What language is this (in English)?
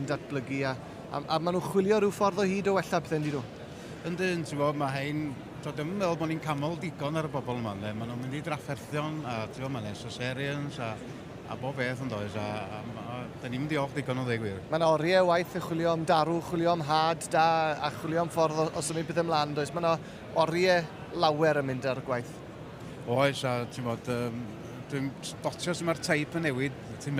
Welsh